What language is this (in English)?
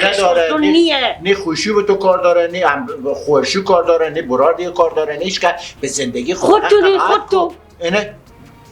Persian